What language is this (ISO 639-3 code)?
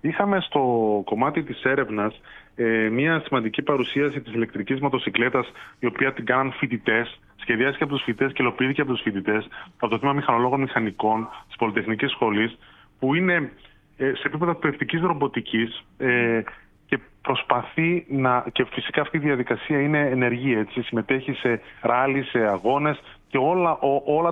ell